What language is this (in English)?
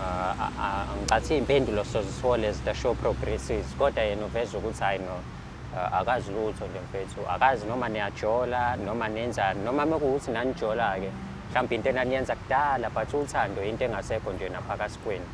Zulu